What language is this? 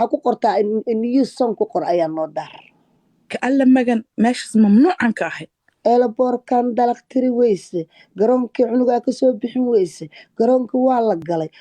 Somali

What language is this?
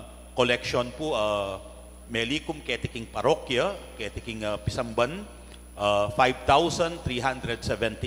Pampanga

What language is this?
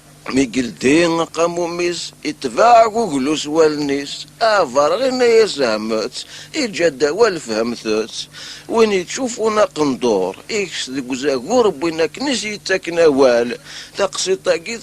Kabyle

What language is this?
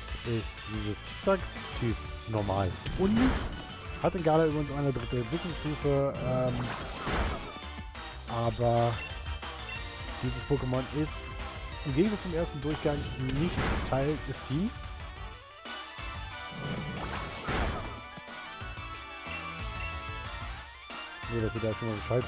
German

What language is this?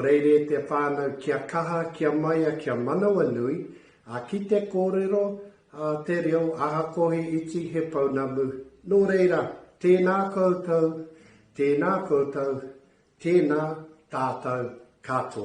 Māori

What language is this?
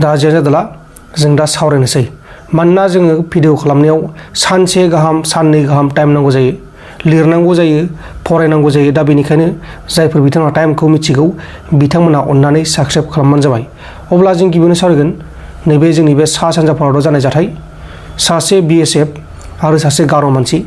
Bodo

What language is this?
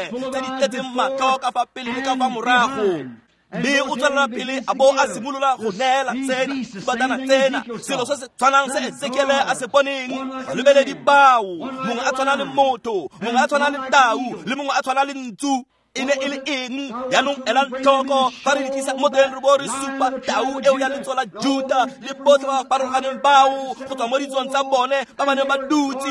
Tswana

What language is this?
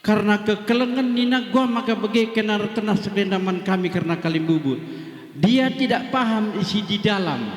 Batak Karo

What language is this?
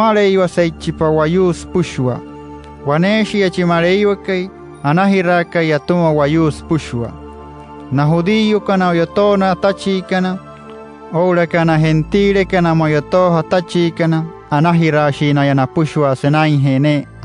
Wayuu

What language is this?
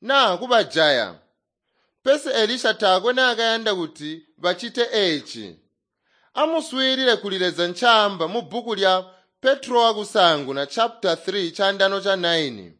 Tonga (Zambia)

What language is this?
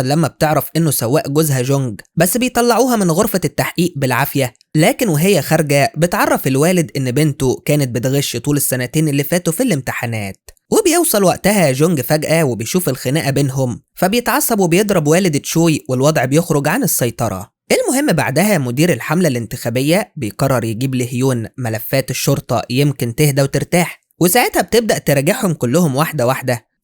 Egyptian Arabic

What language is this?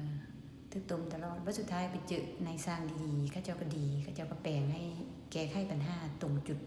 Lao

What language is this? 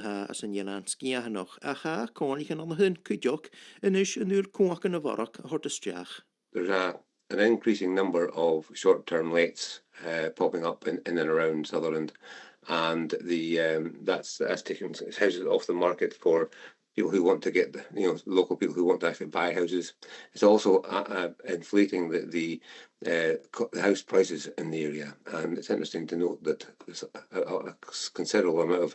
Scottish Gaelic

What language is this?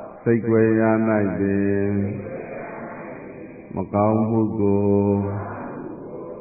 Burmese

